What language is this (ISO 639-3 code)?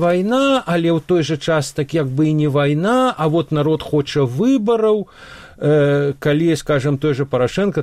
bel